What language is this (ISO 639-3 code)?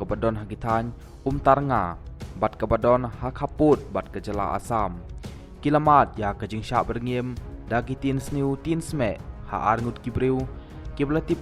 kha